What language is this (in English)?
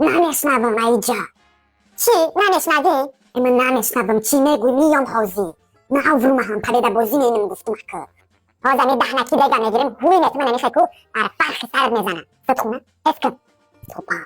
Tajik